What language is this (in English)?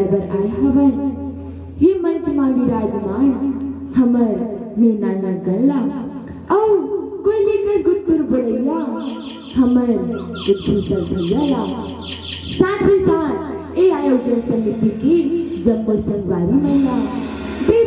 Chhattisgarhi